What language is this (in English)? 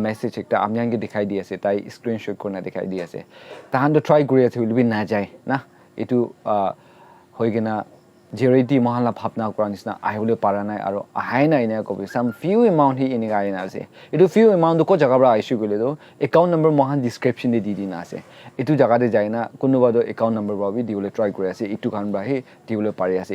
Naga Pidgin